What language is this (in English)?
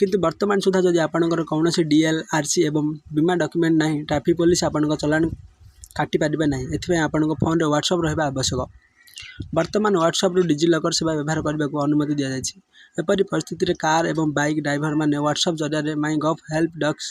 Odia